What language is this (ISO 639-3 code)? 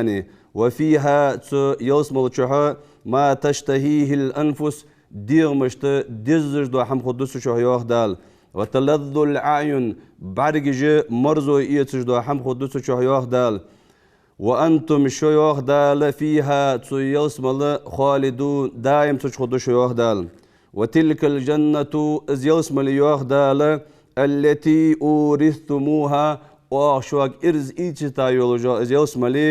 inh